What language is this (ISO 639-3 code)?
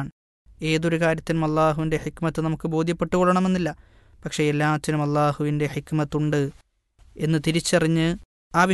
mal